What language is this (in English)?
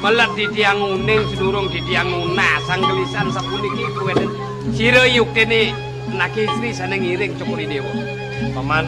Balinese